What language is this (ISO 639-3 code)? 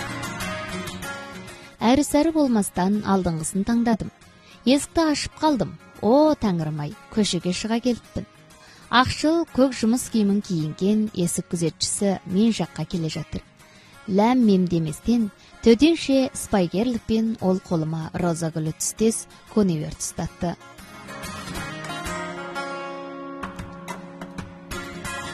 kaz